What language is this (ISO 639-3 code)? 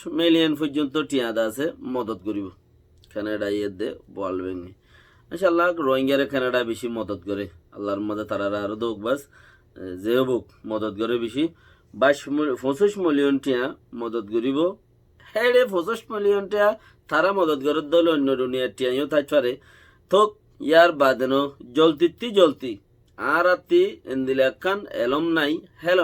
rhg